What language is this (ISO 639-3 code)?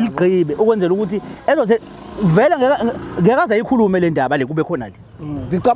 zul